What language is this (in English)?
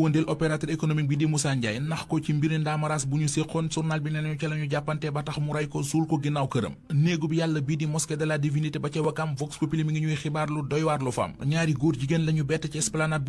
Wolof